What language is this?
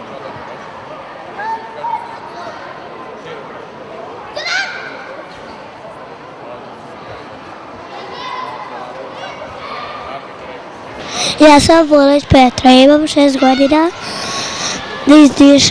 Serbian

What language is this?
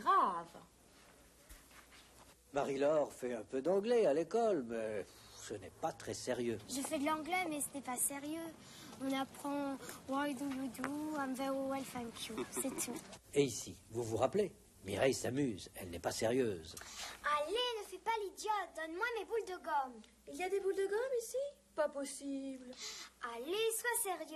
French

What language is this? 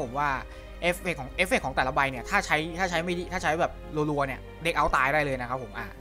Thai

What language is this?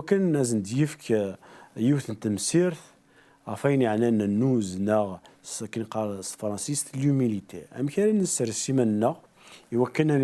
Kabyle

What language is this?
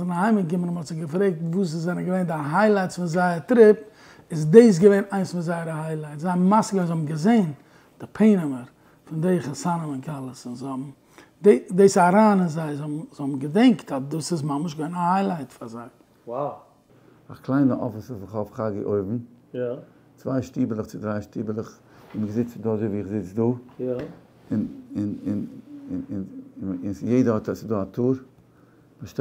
Yiddish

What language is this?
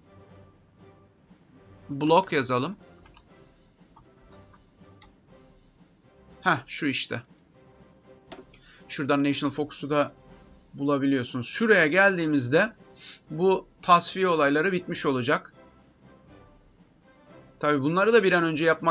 Turkish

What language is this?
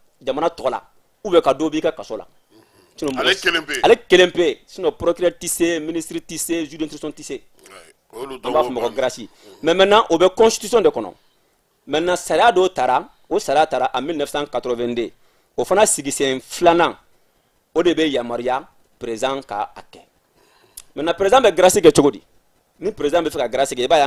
Bambara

